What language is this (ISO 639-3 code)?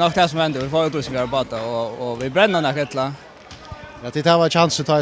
fao